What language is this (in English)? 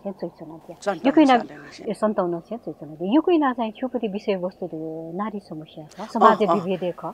Newari